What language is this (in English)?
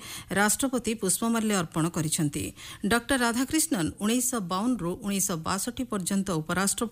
Odia